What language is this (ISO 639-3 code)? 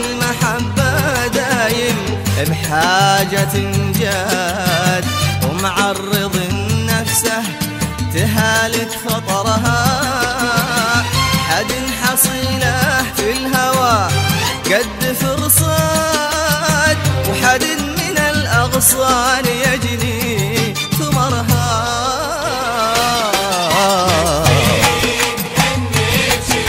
ara